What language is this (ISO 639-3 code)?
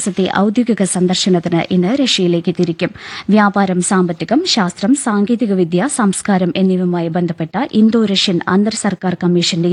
mal